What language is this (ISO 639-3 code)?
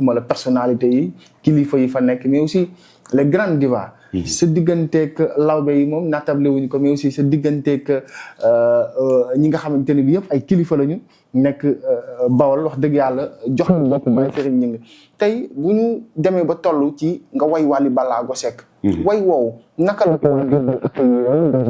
wol